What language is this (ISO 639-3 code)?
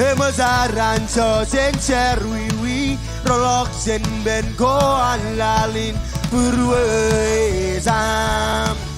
mah